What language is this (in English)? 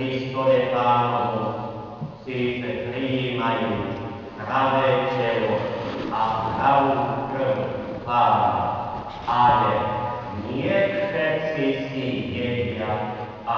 Slovak